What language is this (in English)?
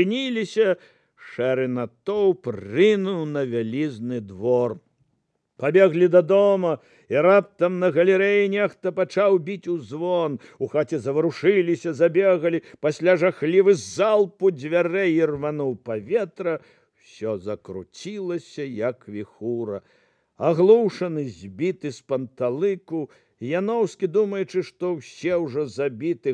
Belarusian